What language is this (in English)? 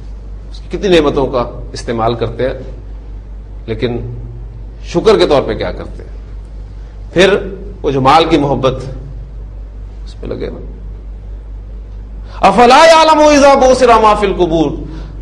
Urdu